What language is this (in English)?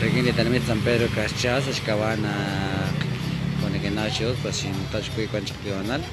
Kekchí